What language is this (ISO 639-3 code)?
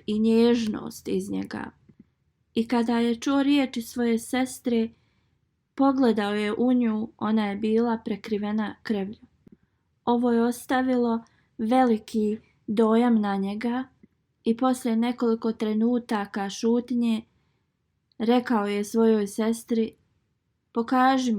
bos